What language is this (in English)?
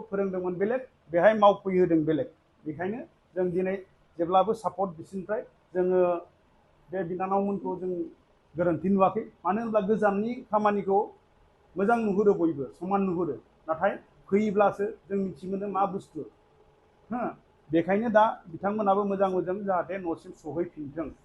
Bodo